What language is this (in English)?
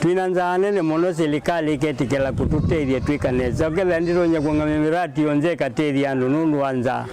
Kamba